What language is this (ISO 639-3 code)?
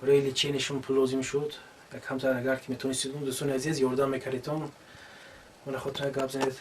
tgk